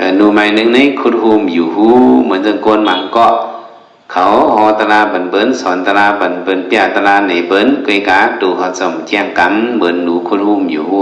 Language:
Shan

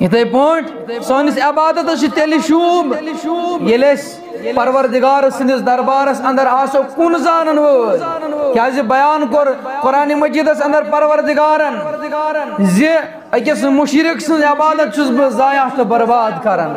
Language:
Kashmiri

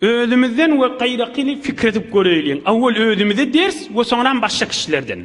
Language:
Turkmen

